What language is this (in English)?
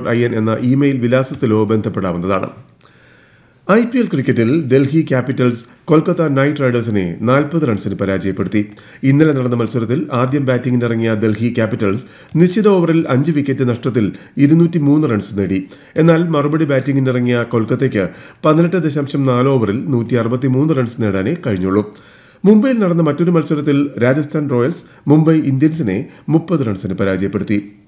Malayalam